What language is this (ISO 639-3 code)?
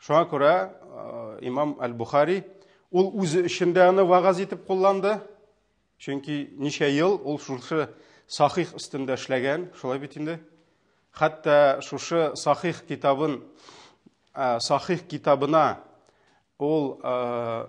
tat